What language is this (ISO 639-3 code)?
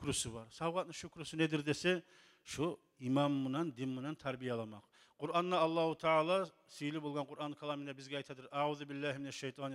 kum